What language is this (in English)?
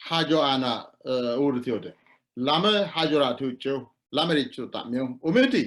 Sidamo